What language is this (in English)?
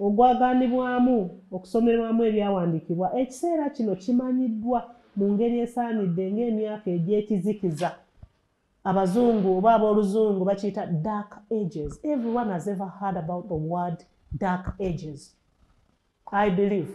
Ganda